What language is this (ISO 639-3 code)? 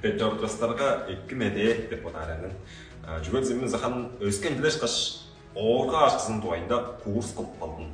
tyv